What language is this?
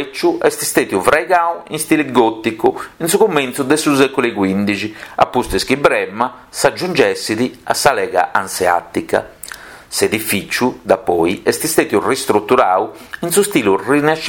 Sardinian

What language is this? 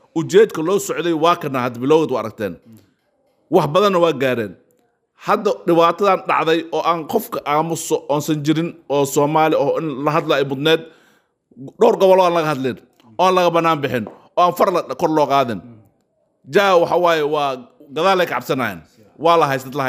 Somali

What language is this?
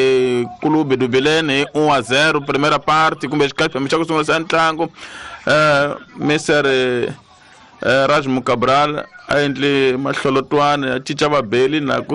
Tsonga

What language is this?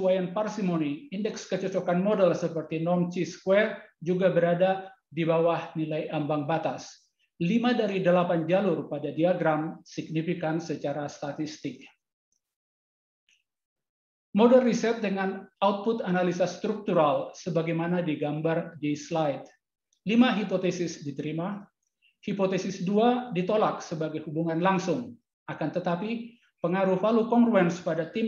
Indonesian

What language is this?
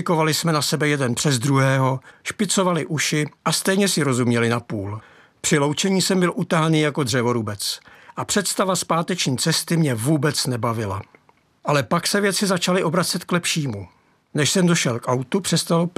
Czech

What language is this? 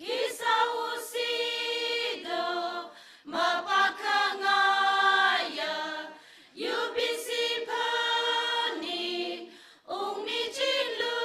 Tangkhul Naga (India)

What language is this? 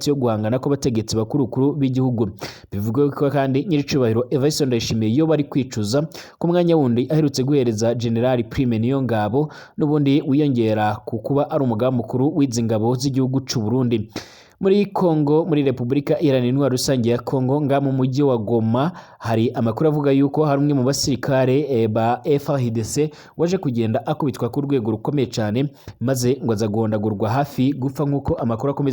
Rundi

